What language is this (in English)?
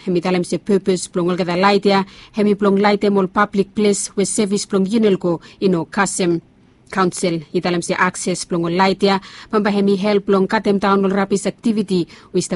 Bislama